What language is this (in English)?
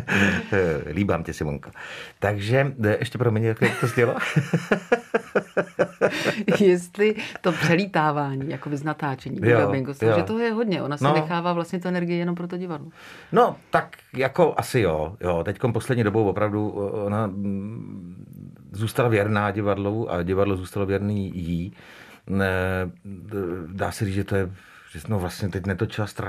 Czech